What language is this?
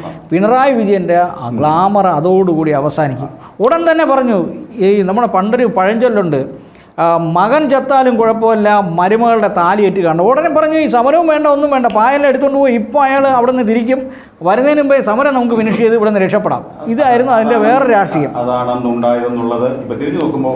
Malayalam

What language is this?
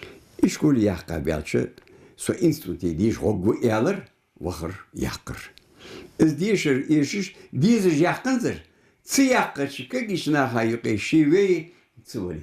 Ingush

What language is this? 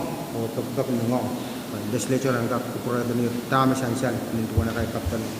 Pohnpeian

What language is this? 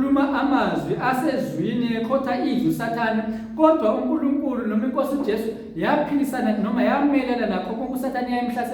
Zulu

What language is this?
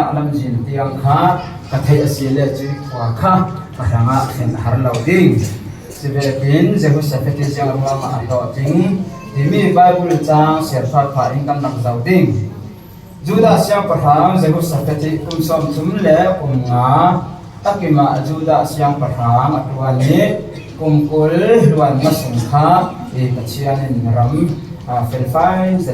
Falam Chin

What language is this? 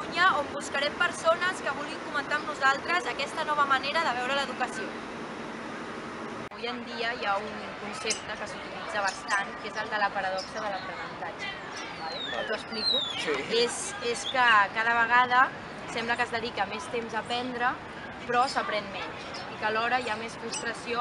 Catalan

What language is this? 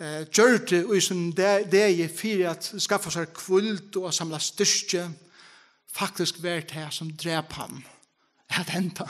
Faroese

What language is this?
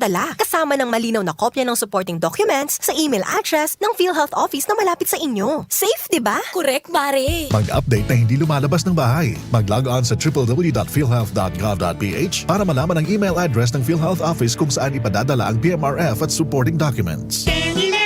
Bikol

